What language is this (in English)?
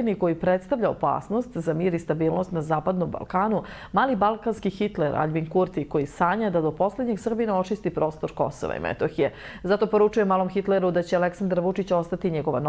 Serbian